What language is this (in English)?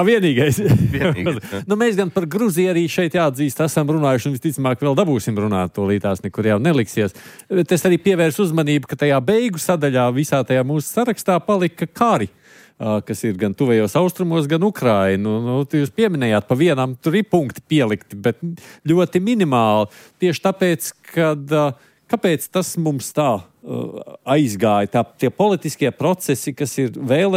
Latvian